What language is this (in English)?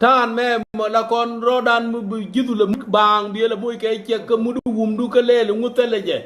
Nuer